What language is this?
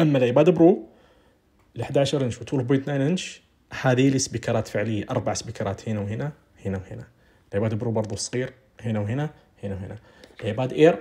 Najdi Arabic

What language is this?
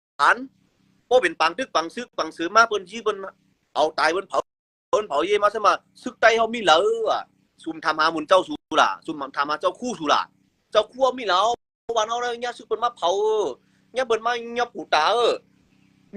Shan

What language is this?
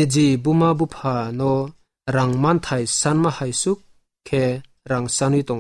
Kok Borok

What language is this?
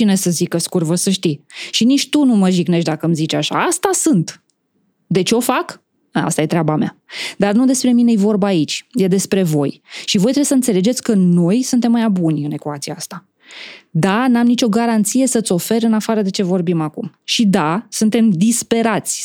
Romanian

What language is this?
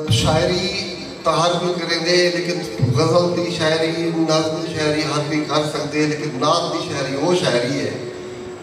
Saraiki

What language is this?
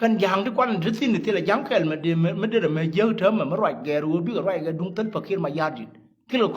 Nuer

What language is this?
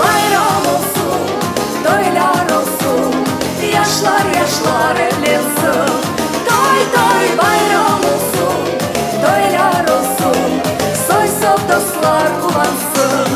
Crimean Tatar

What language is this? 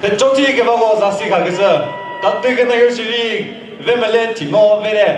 Chokri Naga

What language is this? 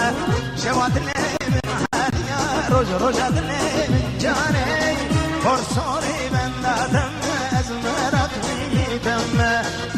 Kurdish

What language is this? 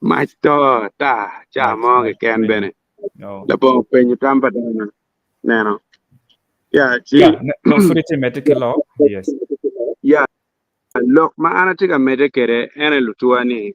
Acoli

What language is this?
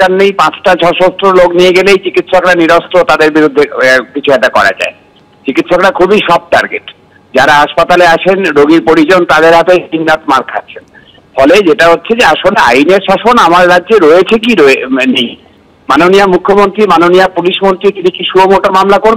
Bangla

